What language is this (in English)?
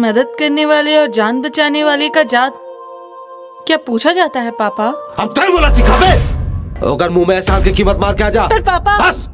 Chhattisgarhi